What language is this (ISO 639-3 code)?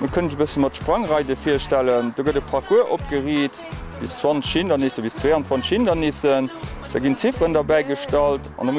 ltz